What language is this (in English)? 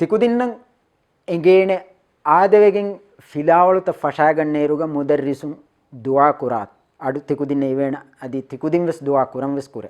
Divehi